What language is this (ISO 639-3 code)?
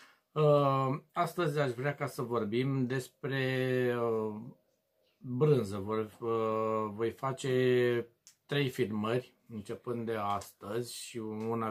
ron